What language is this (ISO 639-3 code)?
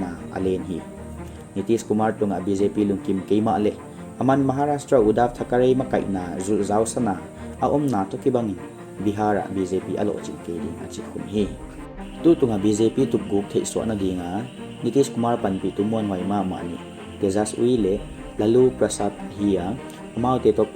pck